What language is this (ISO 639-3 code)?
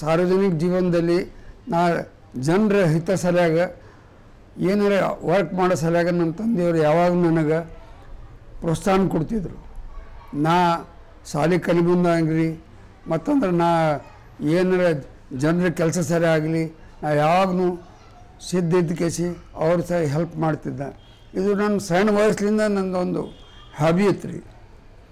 kan